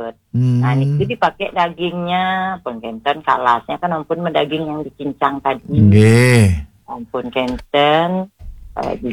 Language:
Balinese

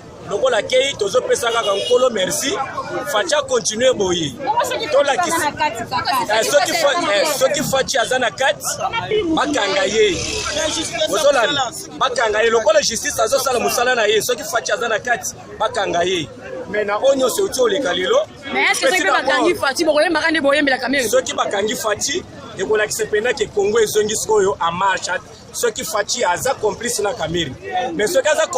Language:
Lingala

